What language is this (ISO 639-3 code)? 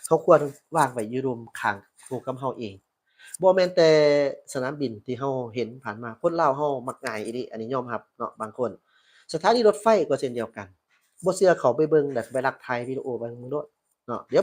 lao